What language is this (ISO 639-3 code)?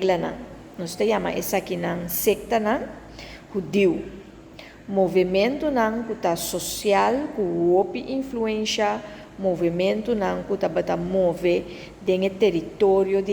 pap